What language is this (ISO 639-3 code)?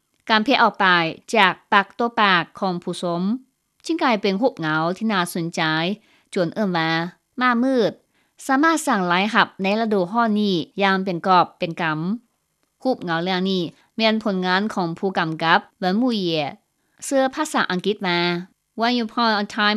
lao